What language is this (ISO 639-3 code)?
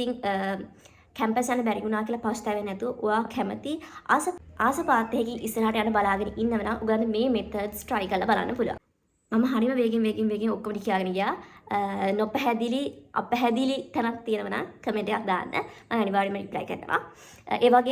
sin